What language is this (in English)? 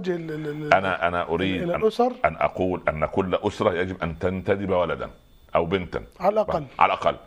Arabic